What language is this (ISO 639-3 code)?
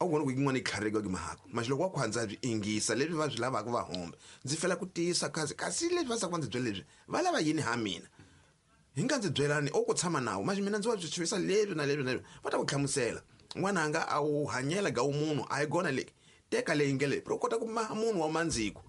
tso